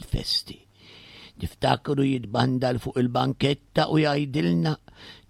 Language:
Maltese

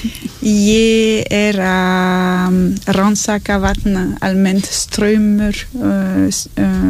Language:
Icelandic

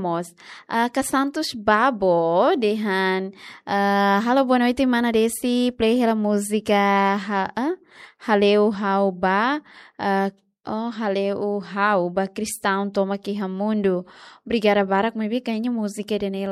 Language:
Tetum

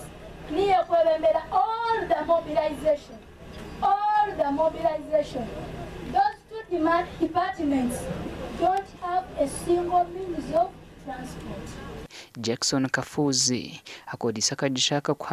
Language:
Nyankole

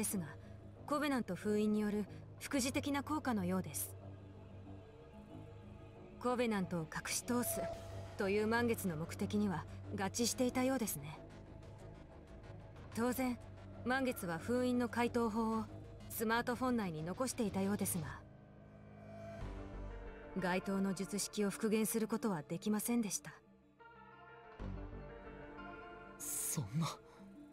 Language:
Japanese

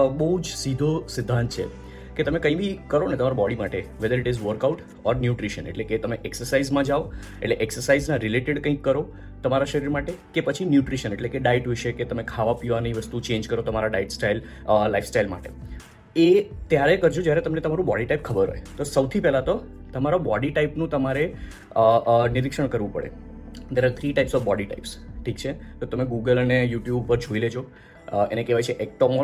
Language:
Gujarati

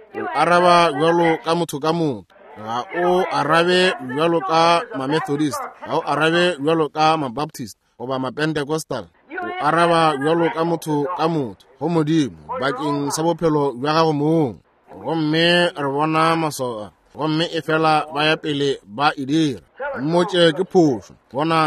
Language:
Northern Sotho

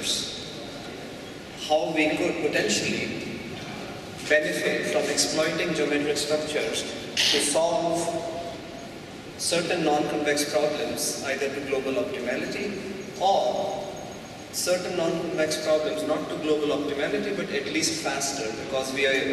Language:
English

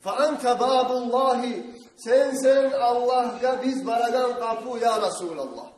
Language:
Kumyk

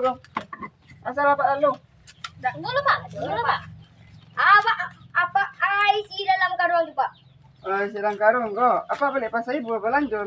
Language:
Minangkabau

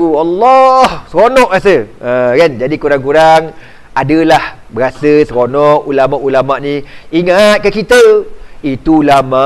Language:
Malay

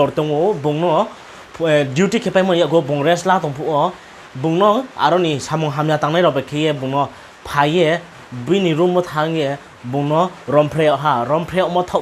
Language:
Riang (India)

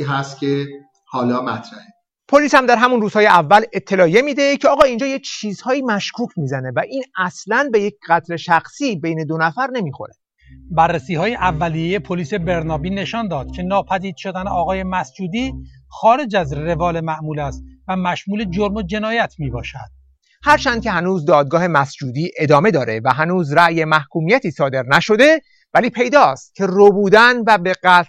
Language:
Persian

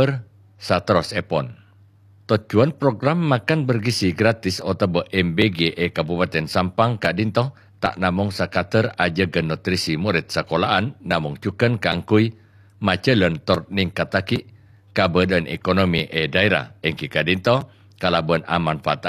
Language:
Madurese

